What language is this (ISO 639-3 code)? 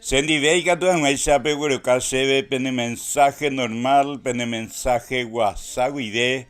grn